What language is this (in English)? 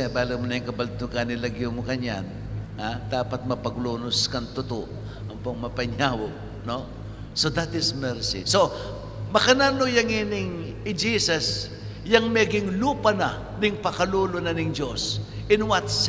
Pampanga